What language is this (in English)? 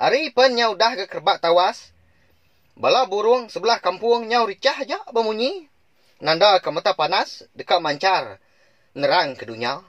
Iban